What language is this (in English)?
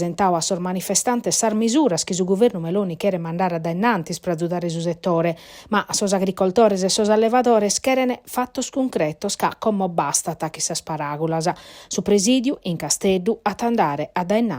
Sardinian